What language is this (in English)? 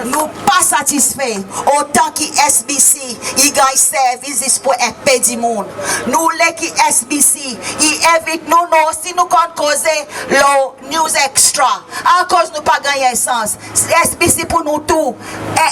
Seselwa Creole French